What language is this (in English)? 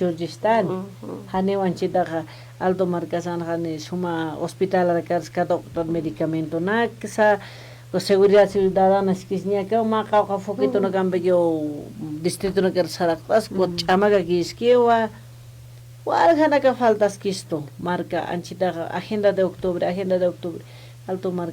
Aymara